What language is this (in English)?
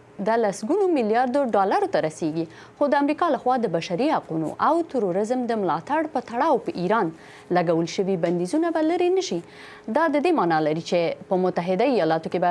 Pashto